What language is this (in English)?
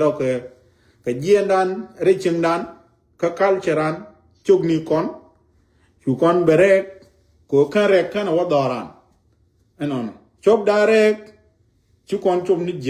Nuer